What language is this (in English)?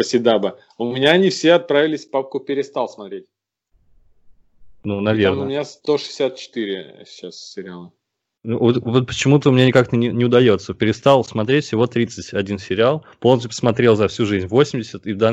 Russian